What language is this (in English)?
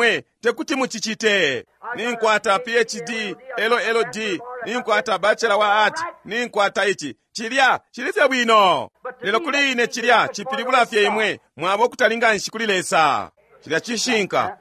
Bemba